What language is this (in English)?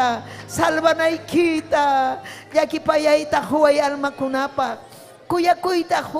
Ayacucho Quechua